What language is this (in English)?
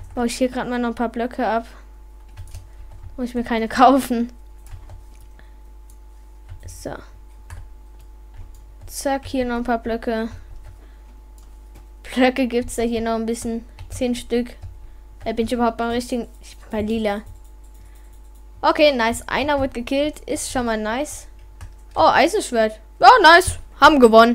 German